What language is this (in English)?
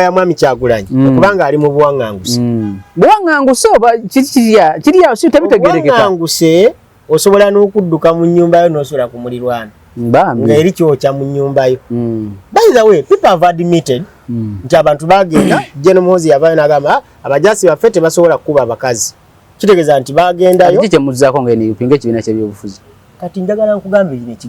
Ganda